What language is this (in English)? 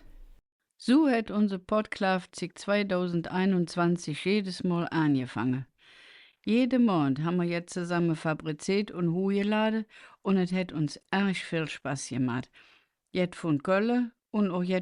Colognian